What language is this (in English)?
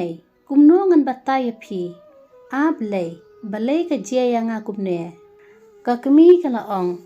Khasi